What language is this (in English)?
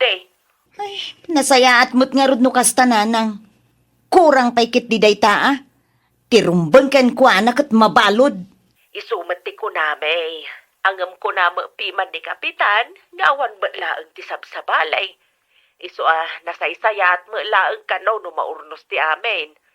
Iloko